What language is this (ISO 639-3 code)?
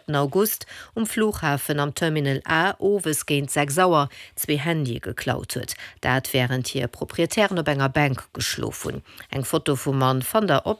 ltz